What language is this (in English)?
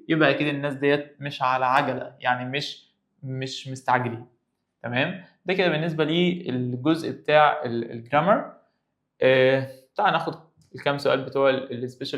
Egyptian Arabic